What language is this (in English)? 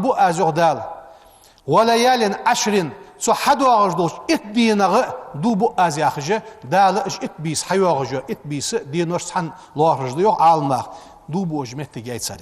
Ingush